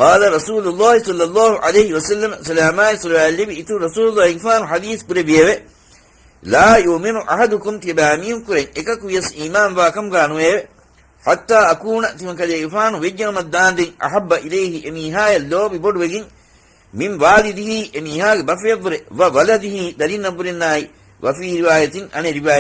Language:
Divehi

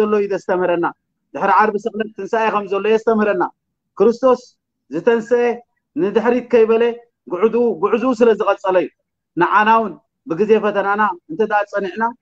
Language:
Tigrinya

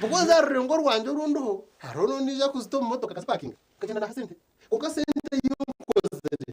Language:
Nyankole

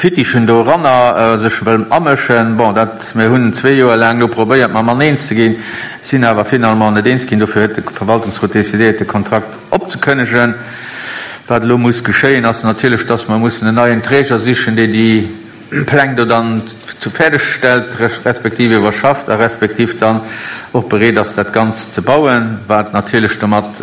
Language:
Luxembourgish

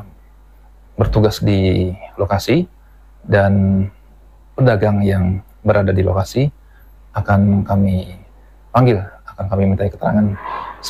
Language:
Indonesian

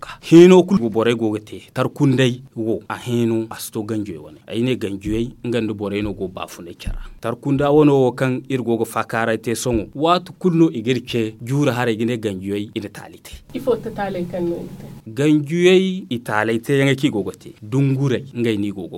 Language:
Zarma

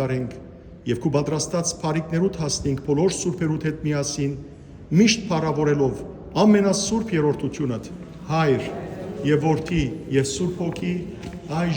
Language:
Western Armenian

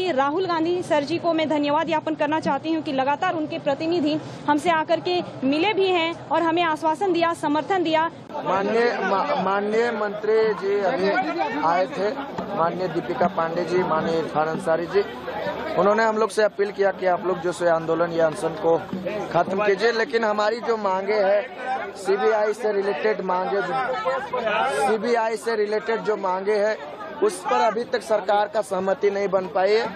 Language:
Hindi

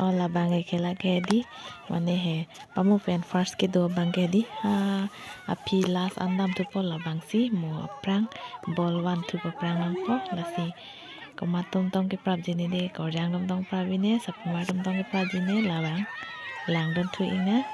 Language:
Karbi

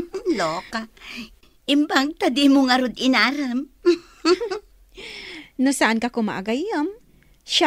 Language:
Iloko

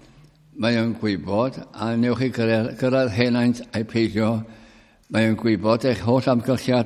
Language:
Welsh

